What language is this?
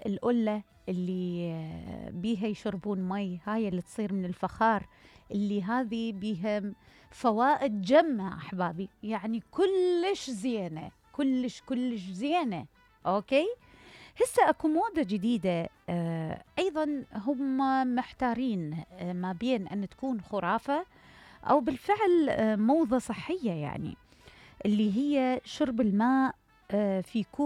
Mesopotamian Arabic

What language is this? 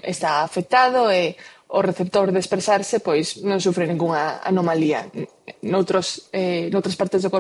Galician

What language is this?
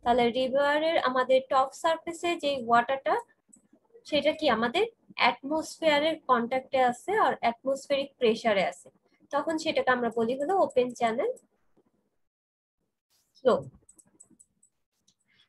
Bangla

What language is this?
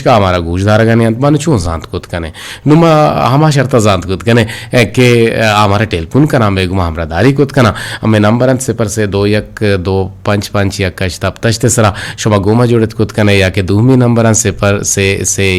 Eastern Balochi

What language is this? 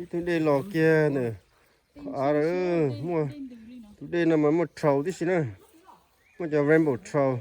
Hmong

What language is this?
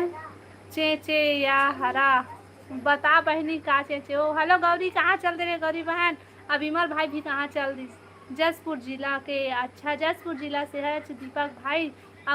Chhattisgarhi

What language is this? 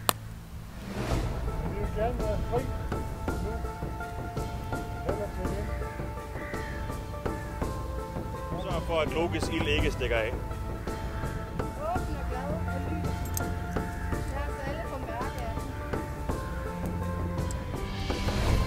Danish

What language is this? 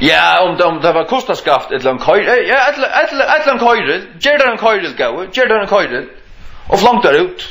Faroese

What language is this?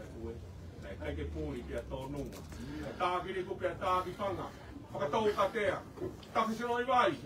Tongan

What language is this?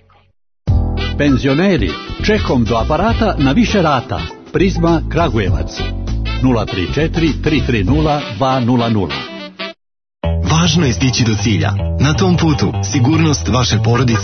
Serbian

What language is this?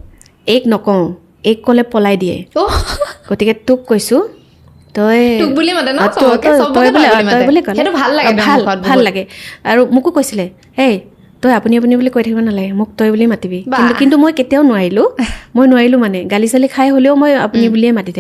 Assamese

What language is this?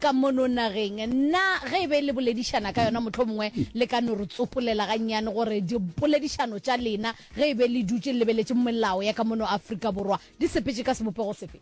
Northern Sotho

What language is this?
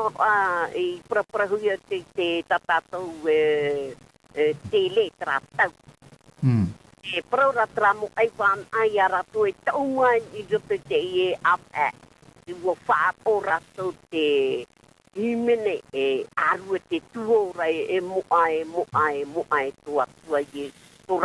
Tahitian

